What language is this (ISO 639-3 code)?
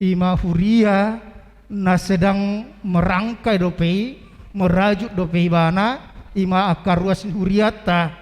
bbc